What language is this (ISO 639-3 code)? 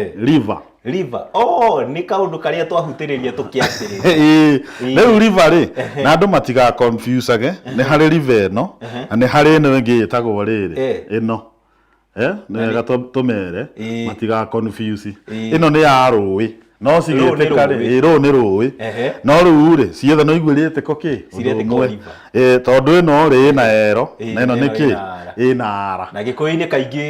kik